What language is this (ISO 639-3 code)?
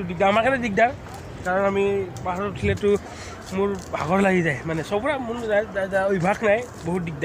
asm